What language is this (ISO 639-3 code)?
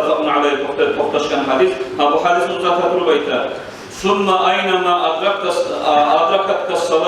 kum